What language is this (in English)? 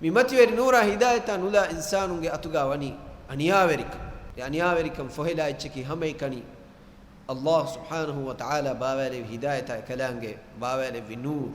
Divehi